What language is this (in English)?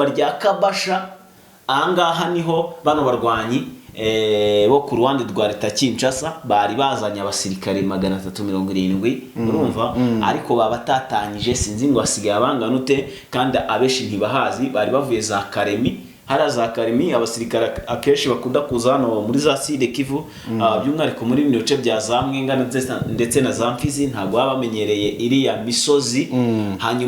Kinyarwanda